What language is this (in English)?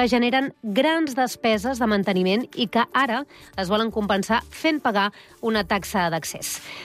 Catalan